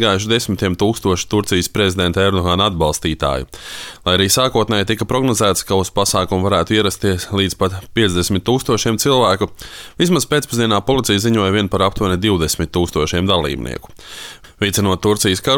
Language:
Latvian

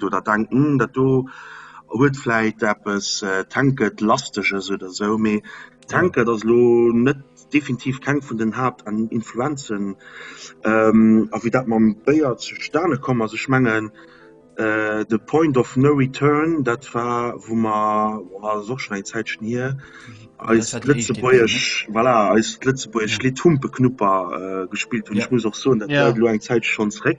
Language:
Luxembourgish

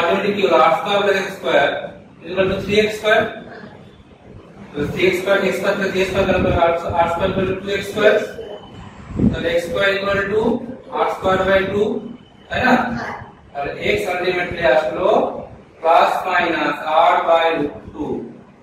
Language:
Bangla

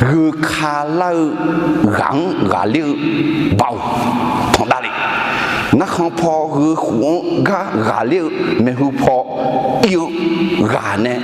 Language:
Akha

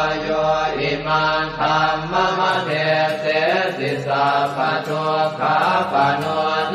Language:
Pali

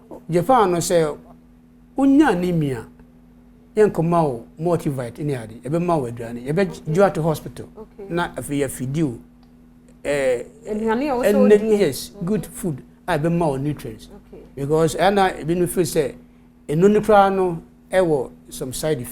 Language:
Akan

